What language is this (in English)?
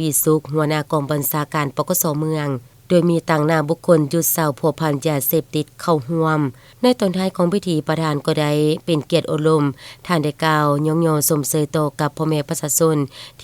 Lao